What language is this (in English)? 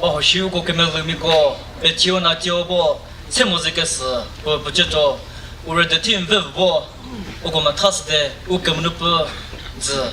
Chokri Naga